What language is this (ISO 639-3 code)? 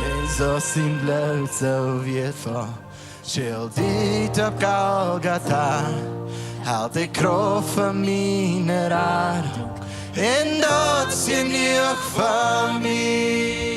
pdt